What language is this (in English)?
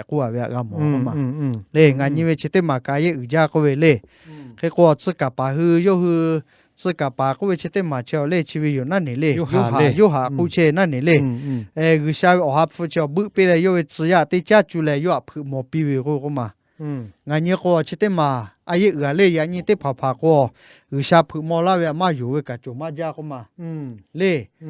Lahu